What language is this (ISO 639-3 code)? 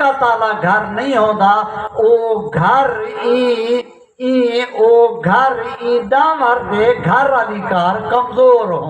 skr